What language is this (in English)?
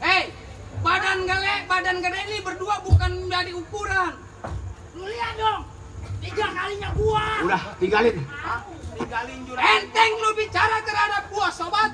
Betawi